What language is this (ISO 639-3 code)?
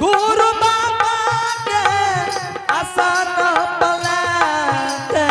anp